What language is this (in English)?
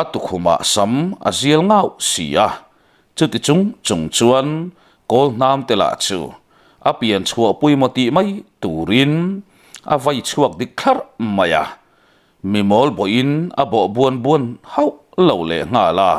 Mizo